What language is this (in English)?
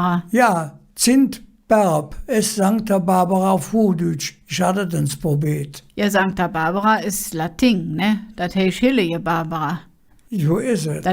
Colognian